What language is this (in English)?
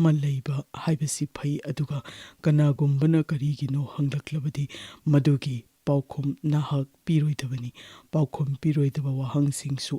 Manipuri